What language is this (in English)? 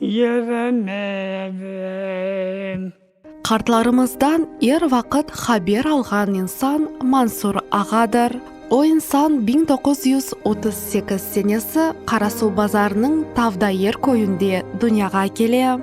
Crimean Tatar